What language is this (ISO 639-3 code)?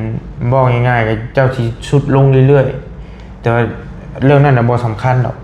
lao